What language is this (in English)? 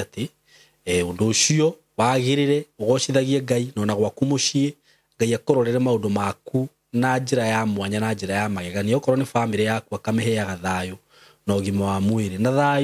Kikuyu